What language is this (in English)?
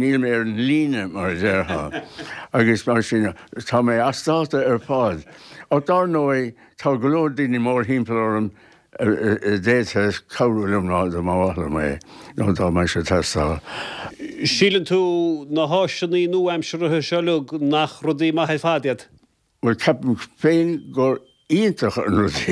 Irish